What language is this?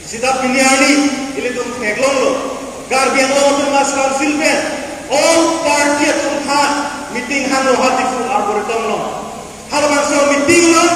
Karbi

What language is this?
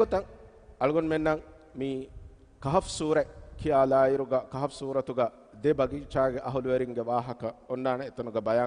Divehi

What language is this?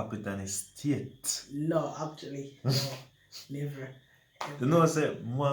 Jamaican Creole English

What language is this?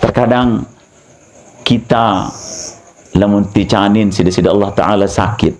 Sasak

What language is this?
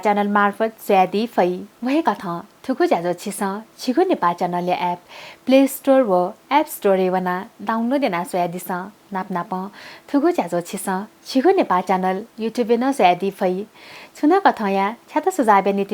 Newari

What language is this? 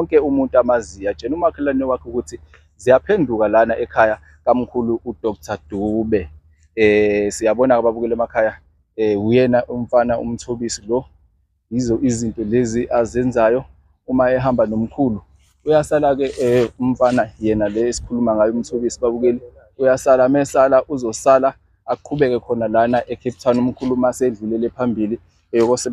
Zulu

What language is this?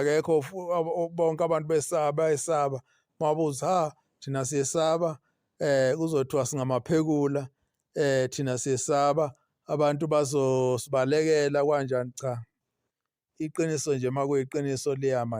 Zulu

